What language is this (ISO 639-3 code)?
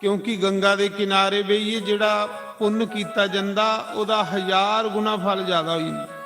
doi